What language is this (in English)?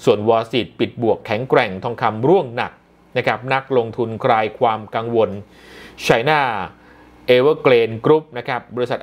Thai